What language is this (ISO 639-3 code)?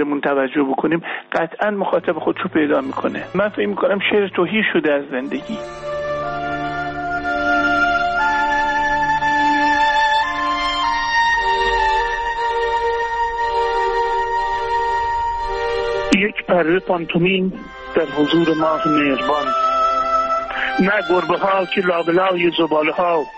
fas